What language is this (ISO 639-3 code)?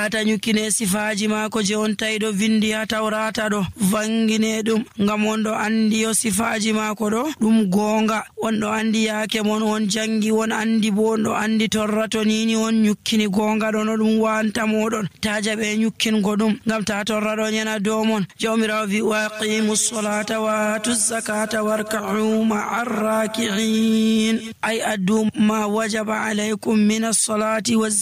fuv